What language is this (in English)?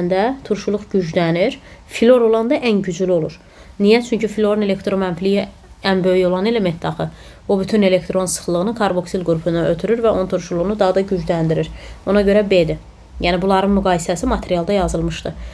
Azerbaijani